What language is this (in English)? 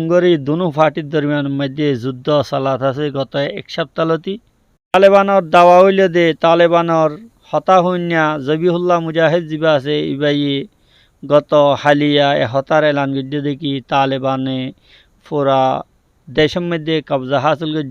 Rohingya